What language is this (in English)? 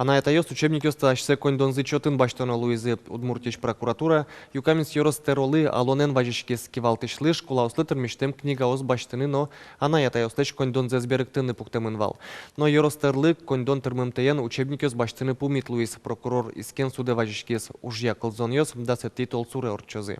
Udmurt